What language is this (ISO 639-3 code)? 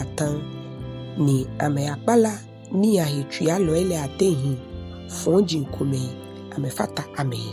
gaa